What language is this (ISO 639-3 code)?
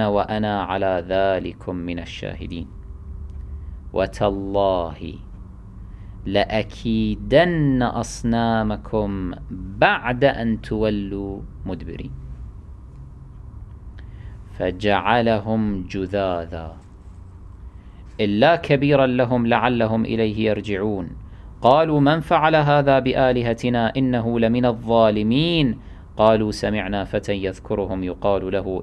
ara